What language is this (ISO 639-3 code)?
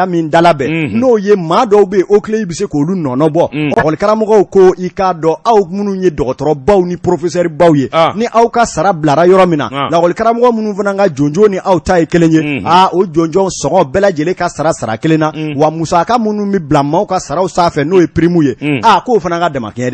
bam